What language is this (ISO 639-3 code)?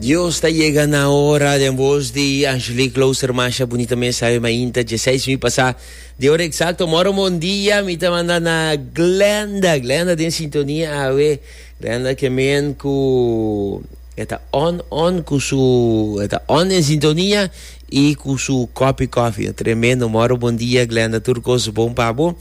pap